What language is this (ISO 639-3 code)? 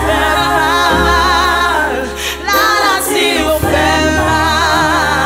hat